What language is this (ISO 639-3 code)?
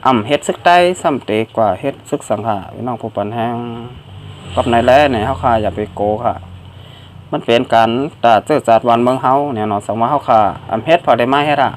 shn